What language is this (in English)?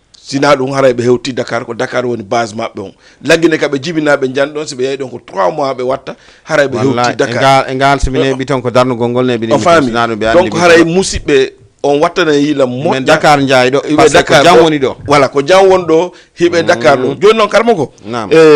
Fula